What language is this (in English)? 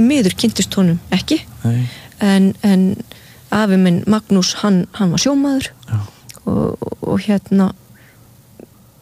Icelandic